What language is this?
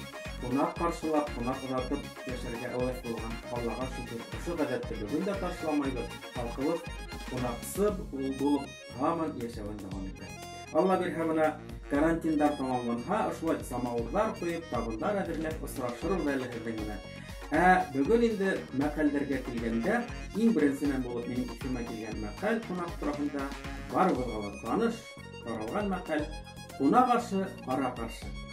Bashkir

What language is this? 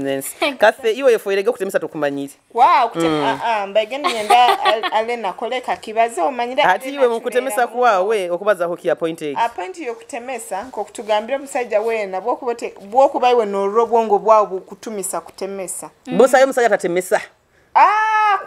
Nyoro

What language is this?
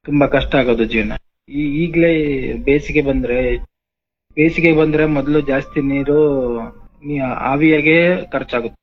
Kannada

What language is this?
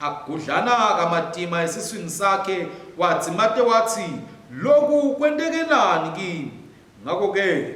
Swati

